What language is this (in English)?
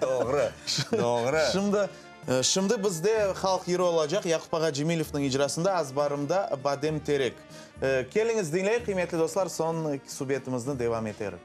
Crimean Tatar